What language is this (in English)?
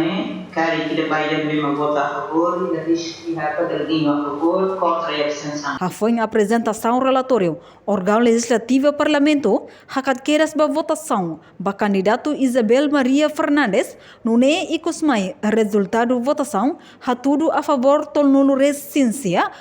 Tetum